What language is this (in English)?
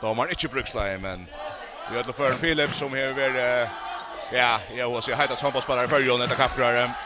Faroese